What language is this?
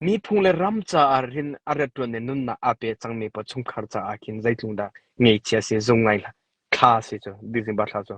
Hakha Chin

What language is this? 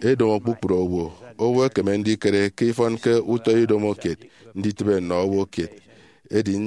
Efik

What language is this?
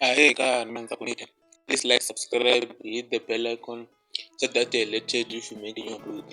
Tsonga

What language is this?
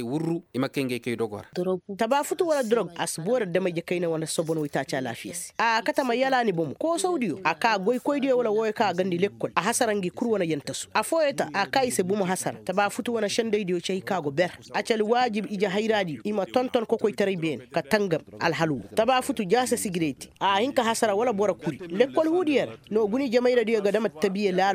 Koyraboro Senni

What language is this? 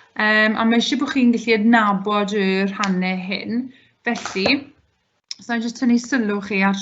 Welsh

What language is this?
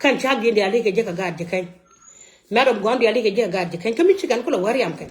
Nuer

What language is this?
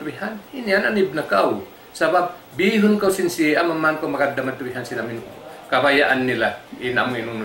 Tausug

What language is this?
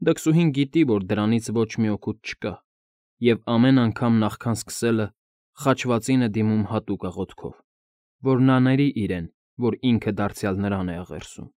Armenian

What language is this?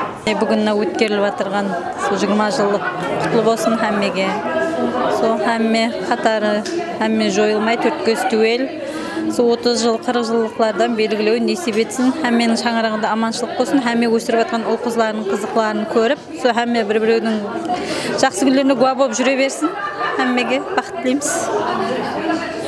Kara-Kalpak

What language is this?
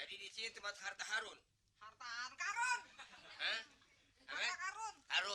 Betawi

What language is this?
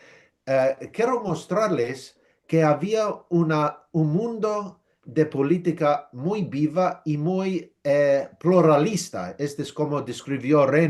Ladino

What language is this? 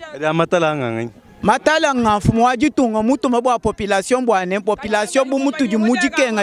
Luba-Lulua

